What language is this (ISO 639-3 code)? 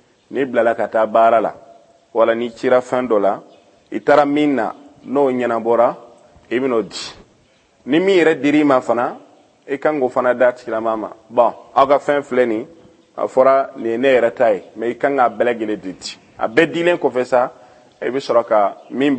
bam